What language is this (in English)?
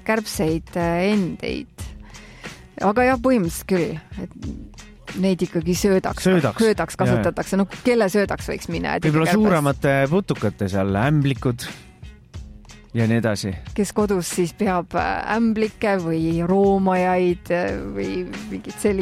Estonian